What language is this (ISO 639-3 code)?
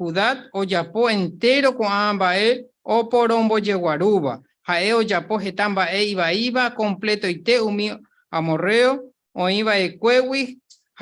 grn